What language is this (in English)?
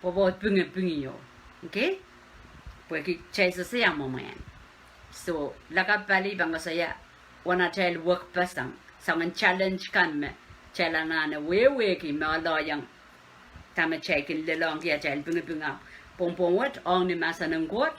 Pohnpeian